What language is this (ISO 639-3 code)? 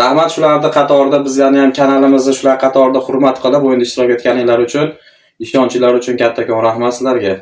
uzb